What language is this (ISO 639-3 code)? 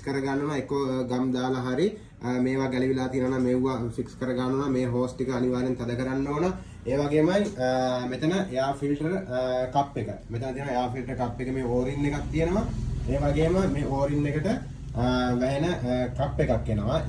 sin